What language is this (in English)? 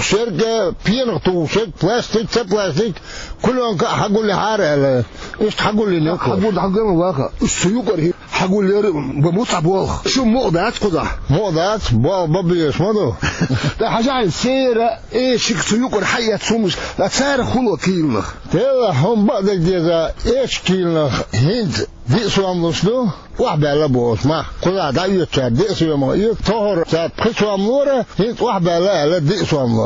Chechen